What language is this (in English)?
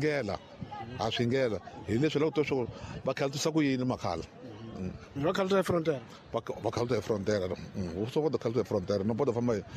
Tsonga